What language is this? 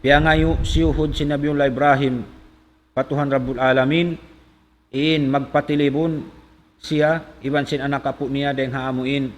Tausug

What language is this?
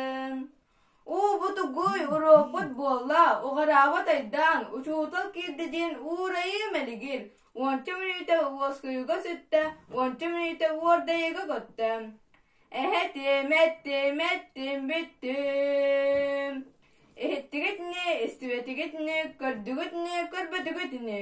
Yakut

